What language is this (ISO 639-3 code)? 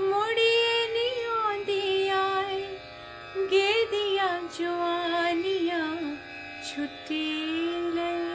doi